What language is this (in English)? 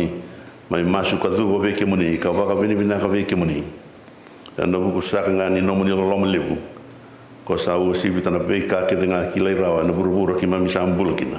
Fijian